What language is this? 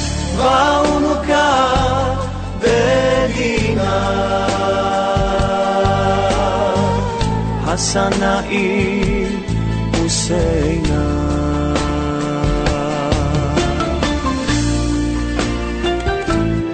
Bosnian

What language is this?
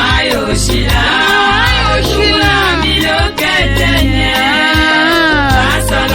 Tetela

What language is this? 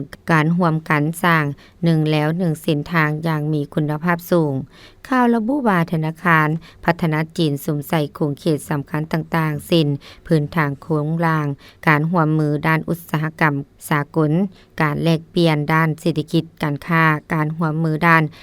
Lao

